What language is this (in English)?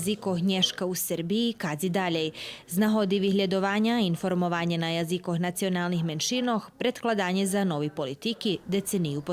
Rusyn